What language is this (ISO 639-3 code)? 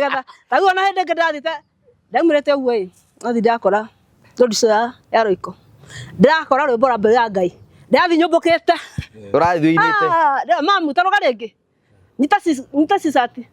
kik